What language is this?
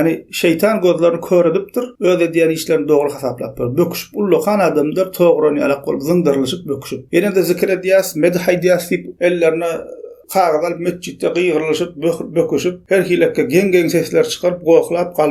Turkmen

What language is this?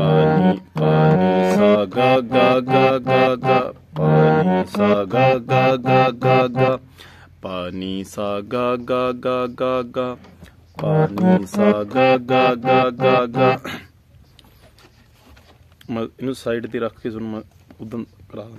Punjabi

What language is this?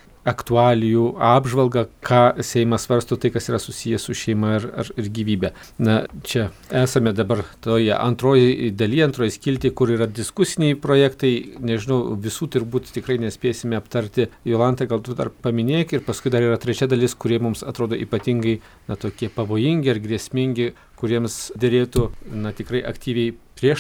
Lithuanian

